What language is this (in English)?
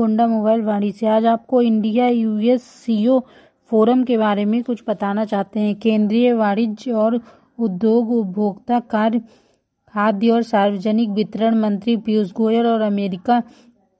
Hindi